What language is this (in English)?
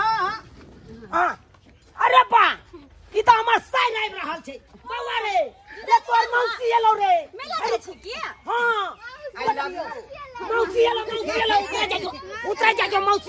Maithili